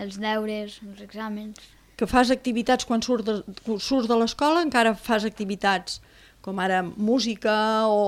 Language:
Catalan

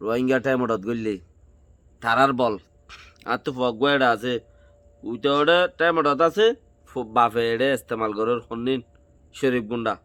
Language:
Rohingya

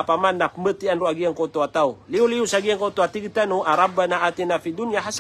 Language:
Maranao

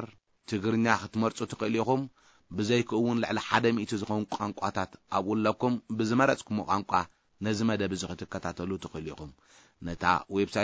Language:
Tigrinya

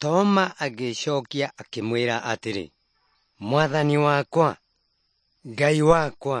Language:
Kikuyu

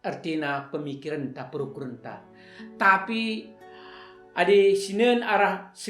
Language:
Batak Karo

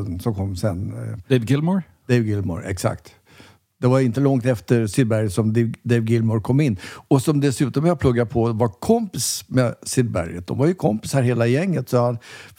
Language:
Swedish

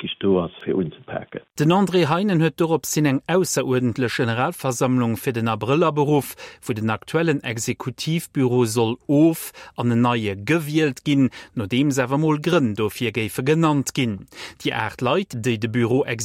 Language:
Luxembourgish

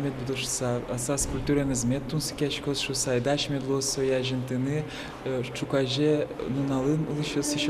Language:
Udmurt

